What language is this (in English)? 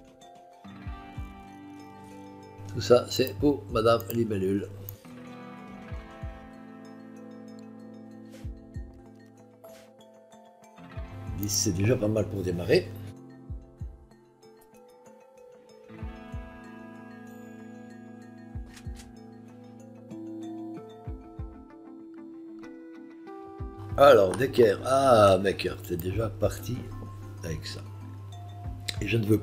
French